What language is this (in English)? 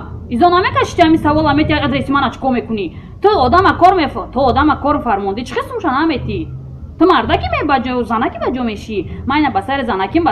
Tajik